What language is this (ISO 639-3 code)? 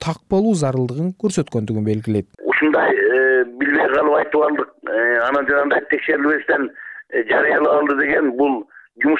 kir